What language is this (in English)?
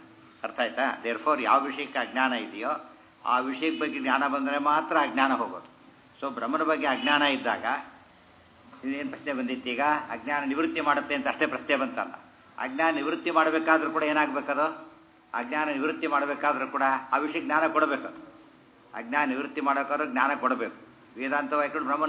Kannada